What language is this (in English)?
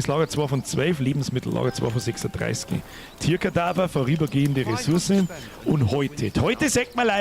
Bavarian